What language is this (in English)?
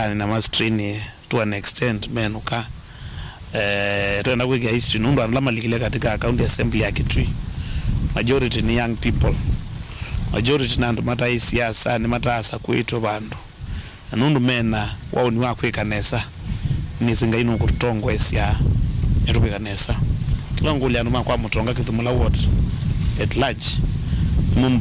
Kamba